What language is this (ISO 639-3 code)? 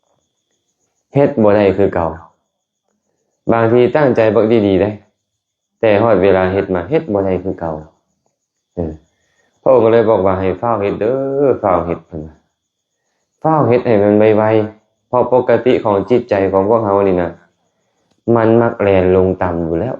lao